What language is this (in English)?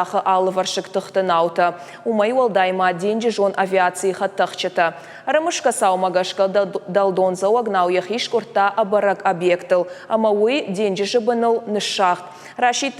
Ossetic